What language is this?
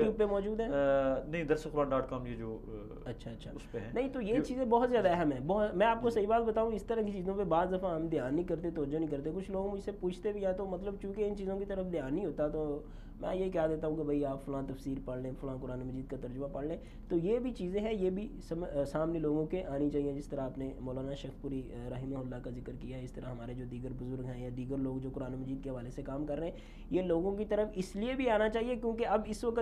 Urdu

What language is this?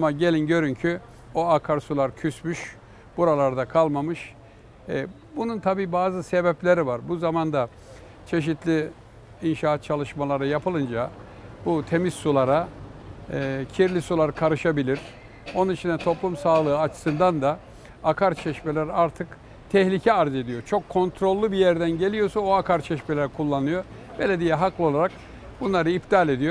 Turkish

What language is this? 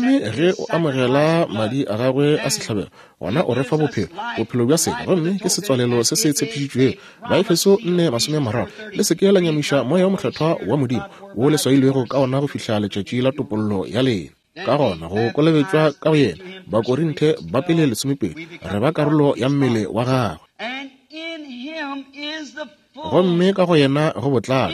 Northern Sotho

